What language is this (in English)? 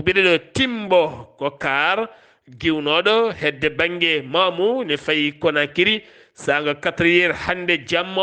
Fula